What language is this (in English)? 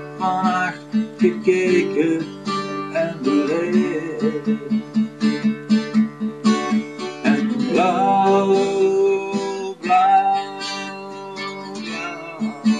Dutch